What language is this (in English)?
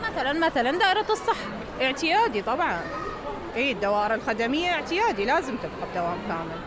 Mesopotamian Arabic